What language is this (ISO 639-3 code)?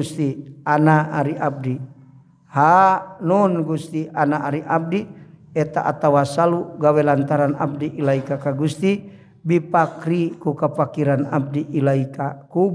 sun